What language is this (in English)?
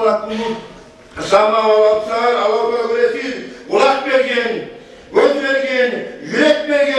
Kumyk